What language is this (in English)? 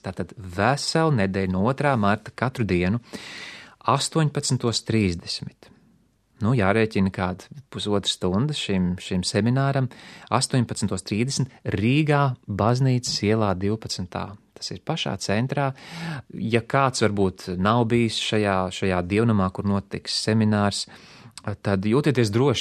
Latvian